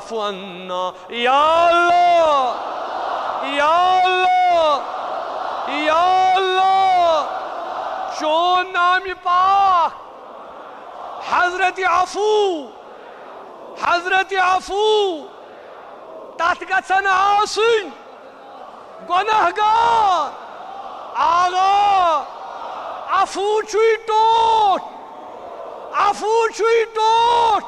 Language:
Kashmiri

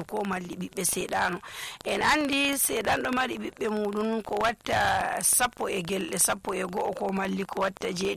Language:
Nigerian Fulfulde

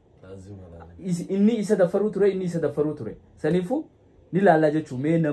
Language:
Oromo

